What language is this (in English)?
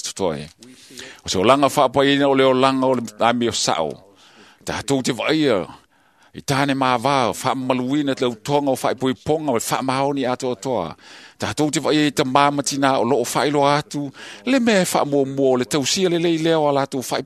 Samoan